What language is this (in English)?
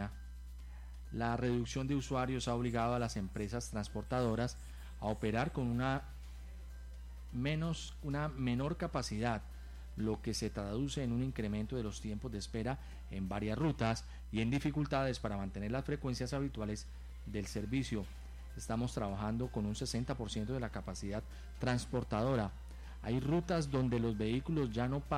Spanish